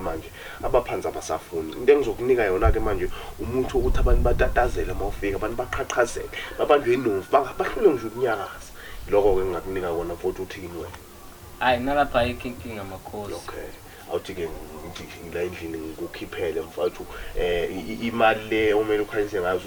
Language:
Zulu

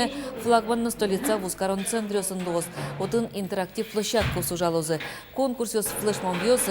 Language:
Udmurt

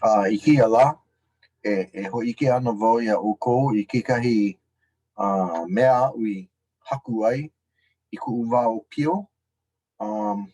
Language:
Hawaiian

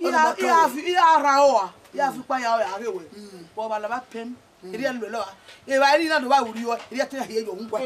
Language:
Bini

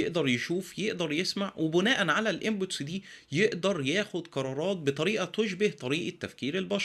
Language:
Egyptian Arabic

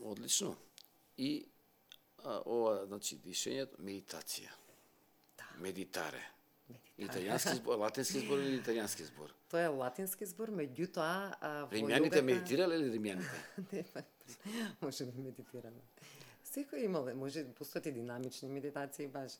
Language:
Macedonian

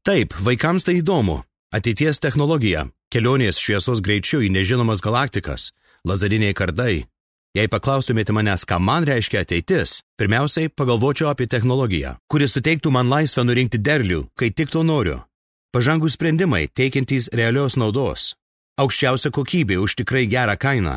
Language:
Lithuanian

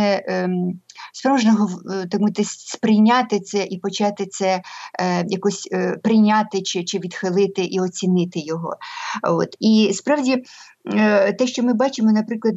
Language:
Ukrainian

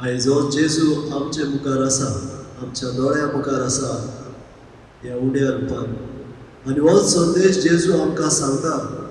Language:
Konkani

